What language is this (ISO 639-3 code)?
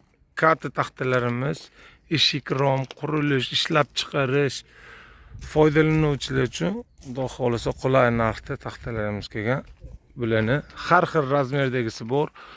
uzb